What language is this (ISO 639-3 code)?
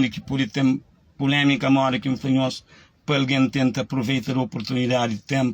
kea